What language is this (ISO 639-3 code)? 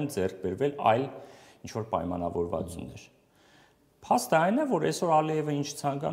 hye